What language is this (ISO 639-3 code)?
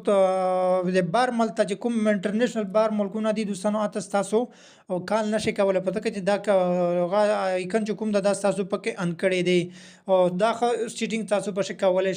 pus